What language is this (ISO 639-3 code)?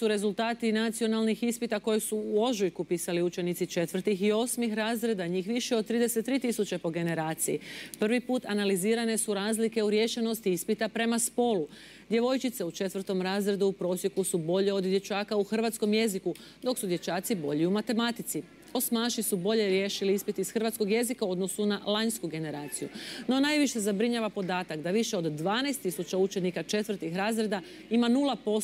hrv